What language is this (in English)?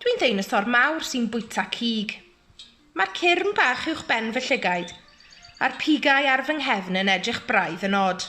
Welsh